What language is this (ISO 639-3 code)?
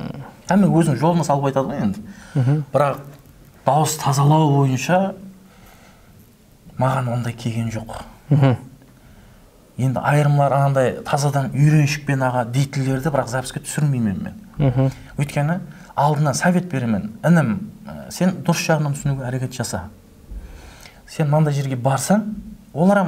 kaa